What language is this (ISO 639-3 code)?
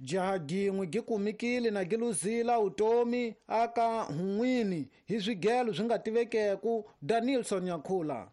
tso